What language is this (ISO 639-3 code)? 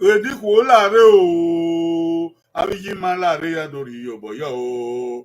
bin